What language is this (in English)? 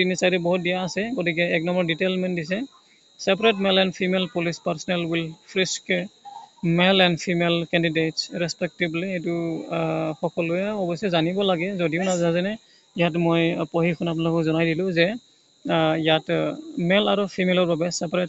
Assamese